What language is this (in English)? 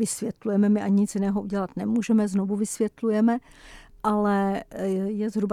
Czech